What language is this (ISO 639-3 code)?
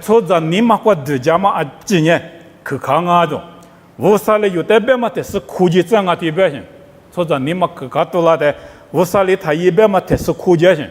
lis